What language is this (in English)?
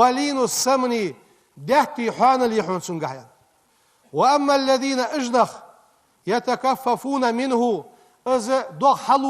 Ingush